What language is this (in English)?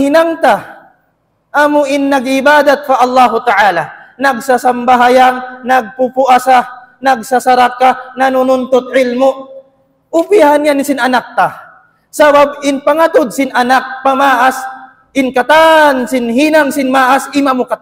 Tausug